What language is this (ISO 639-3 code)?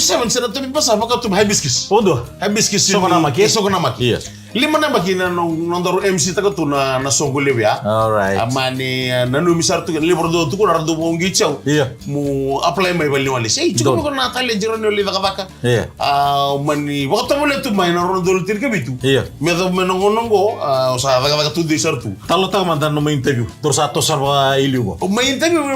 fij